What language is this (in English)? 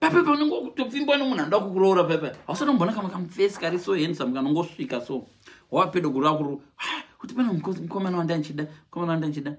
Shona